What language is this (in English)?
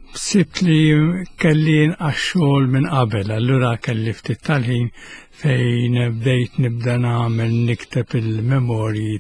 Maltese